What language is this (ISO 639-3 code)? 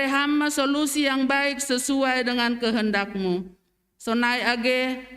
bts